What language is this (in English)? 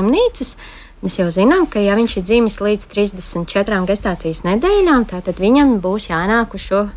Latvian